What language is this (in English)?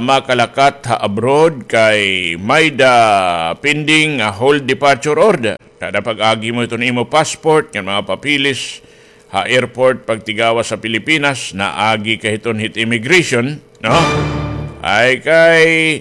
Waray